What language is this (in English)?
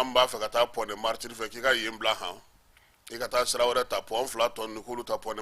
Bambara